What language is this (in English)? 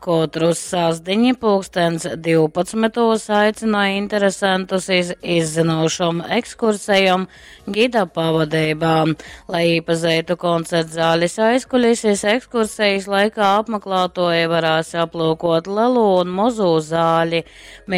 Latgalian